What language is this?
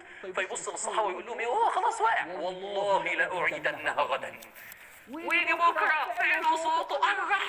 Egyptian Arabic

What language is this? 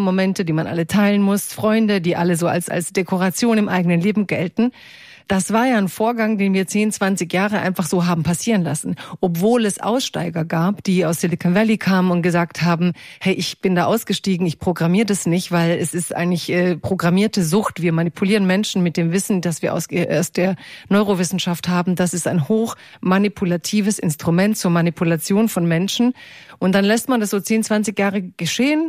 German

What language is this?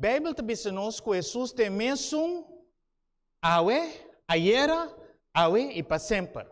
Papiamento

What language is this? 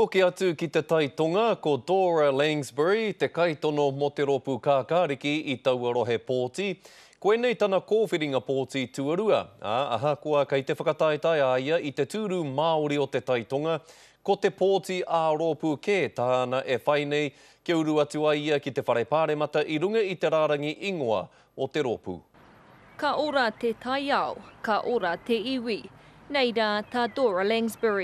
Māori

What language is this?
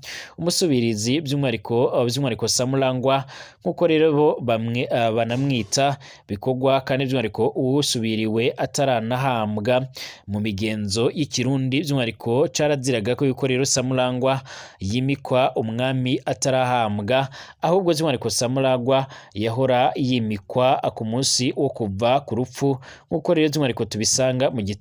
Rundi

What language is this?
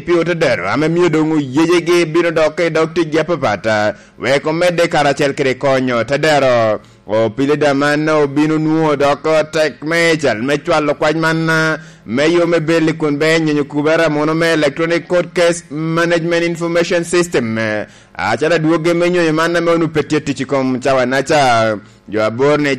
Lango (Uganda)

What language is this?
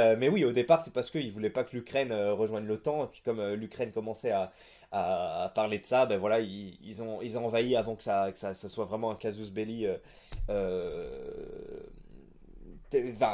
French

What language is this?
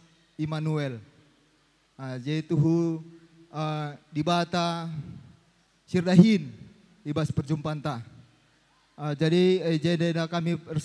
Batak Karo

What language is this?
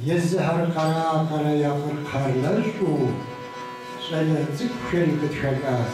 Kabardian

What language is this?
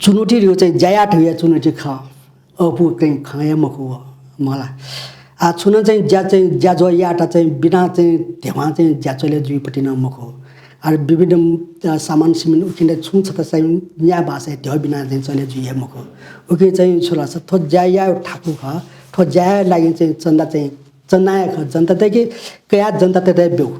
Newari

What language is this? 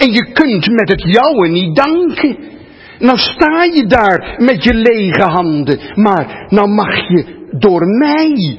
Dutch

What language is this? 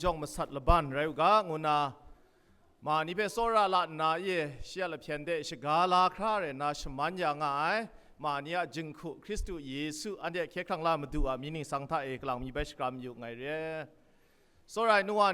Kachin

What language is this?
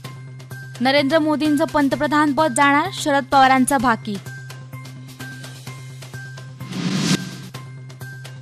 Marathi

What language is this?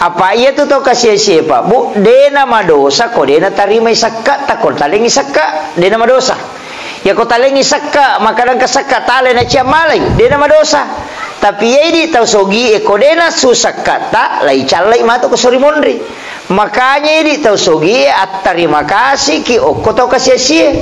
Buginese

